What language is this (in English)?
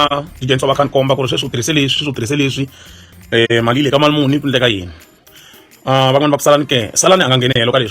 Tsonga